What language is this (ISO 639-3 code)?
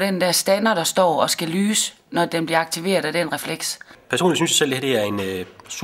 dan